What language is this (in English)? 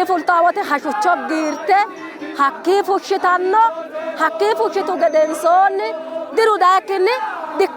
Sidamo